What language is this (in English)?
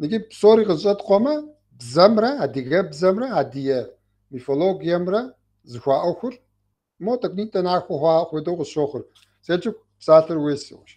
Kabardian